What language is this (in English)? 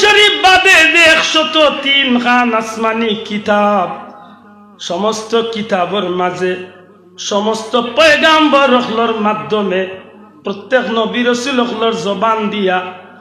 Sylheti